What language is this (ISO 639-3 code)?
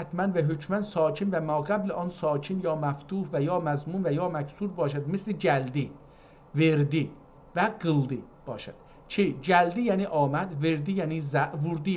azb